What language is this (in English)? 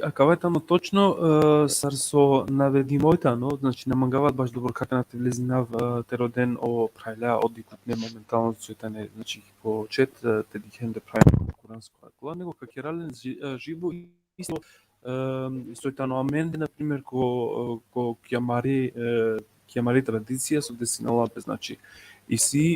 Balkan Romani